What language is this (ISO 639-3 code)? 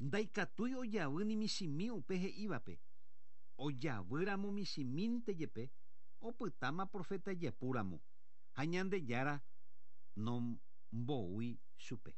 grn